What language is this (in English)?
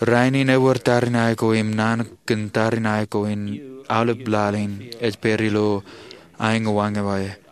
Marshallese